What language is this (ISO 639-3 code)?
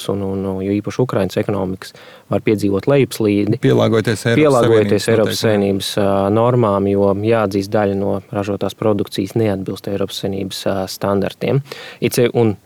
lav